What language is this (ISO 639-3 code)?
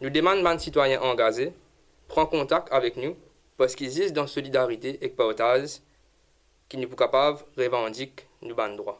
mfe